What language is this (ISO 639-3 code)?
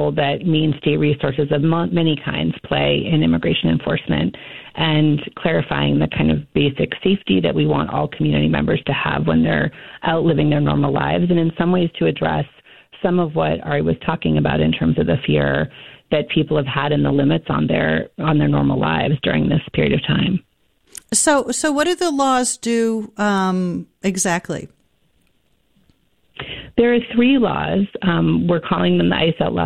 eng